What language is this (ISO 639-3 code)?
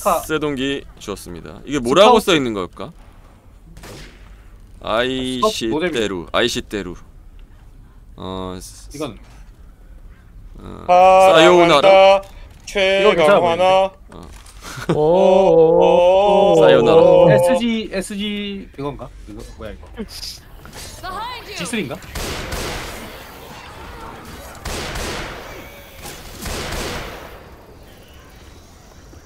kor